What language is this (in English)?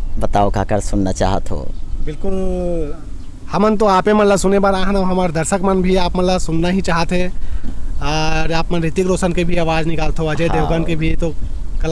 Chhattisgarhi